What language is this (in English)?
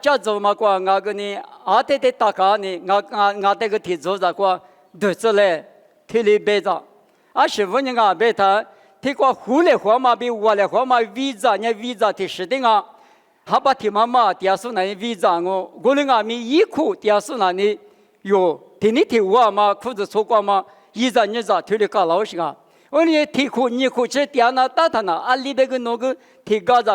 Lisu